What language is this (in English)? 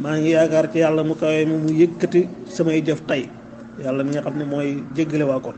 Wolof